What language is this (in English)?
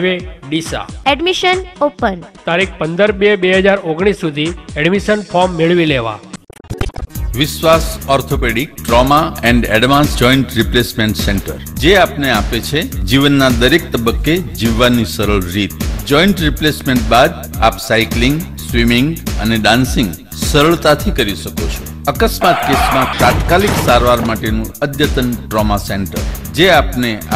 Gujarati